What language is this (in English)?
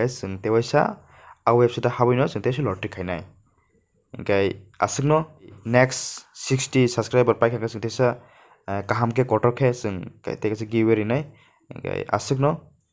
Kok Borok